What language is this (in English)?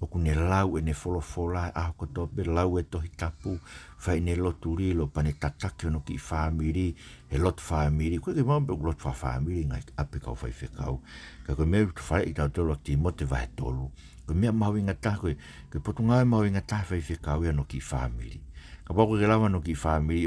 Tongan